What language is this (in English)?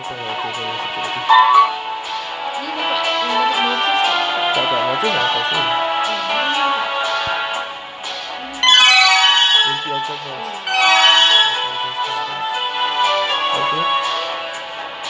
Malay